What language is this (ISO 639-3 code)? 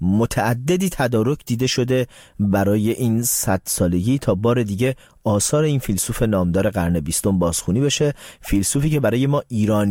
fas